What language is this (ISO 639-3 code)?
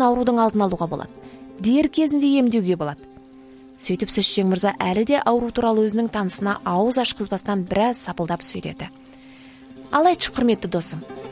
kaz